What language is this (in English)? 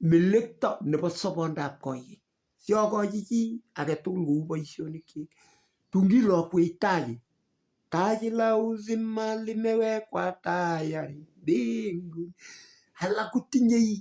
Kalenjin